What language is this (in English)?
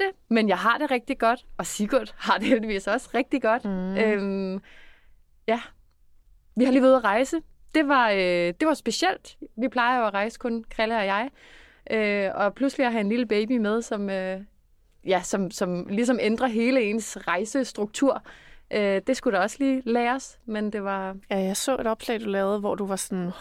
Danish